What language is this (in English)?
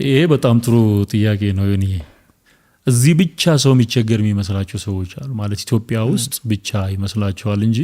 Amharic